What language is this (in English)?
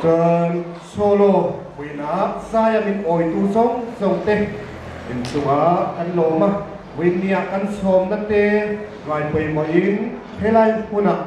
Hakha Chin